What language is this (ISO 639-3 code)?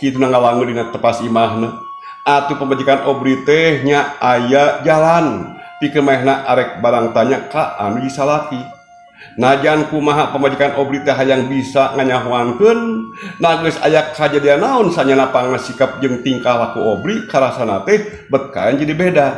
sun